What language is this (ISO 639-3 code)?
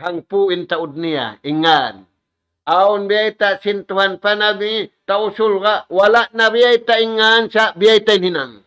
tsg